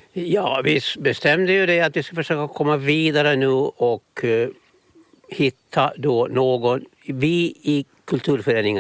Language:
Swedish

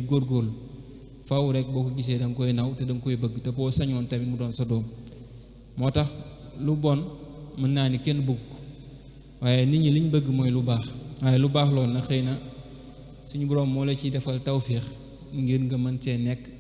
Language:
Wolof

